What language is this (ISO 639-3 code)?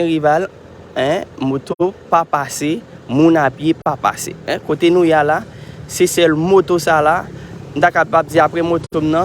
hat